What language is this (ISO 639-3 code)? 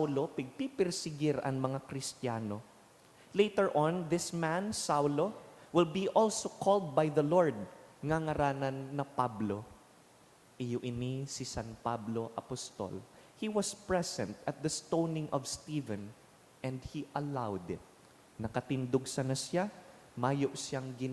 bik